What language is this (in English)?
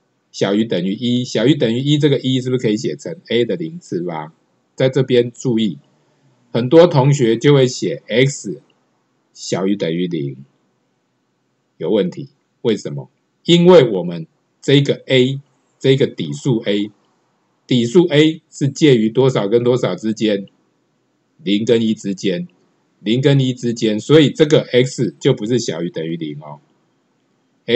Chinese